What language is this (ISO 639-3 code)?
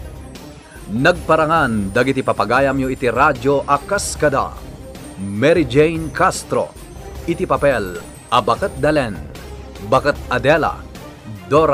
ilo